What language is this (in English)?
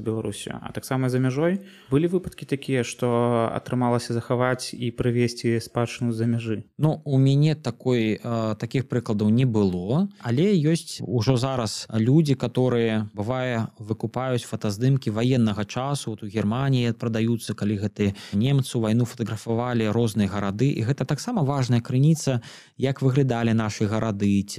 Belarusian